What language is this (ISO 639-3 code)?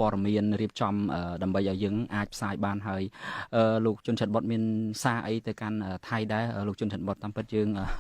khm